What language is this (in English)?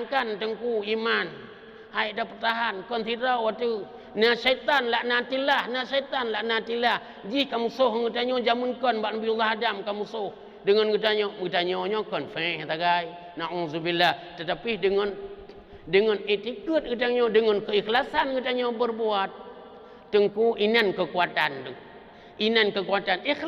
Achinese